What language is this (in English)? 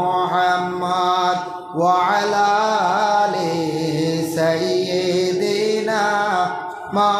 Sylheti